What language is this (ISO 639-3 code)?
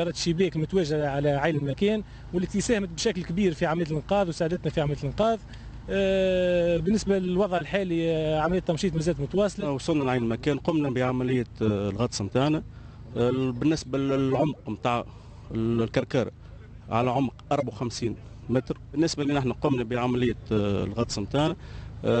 aeb